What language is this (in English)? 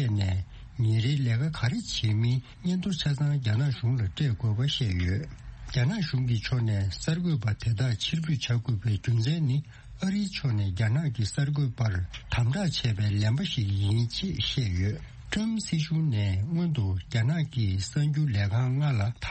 Tibetan